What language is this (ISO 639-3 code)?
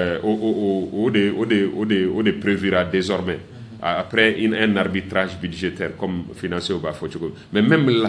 bam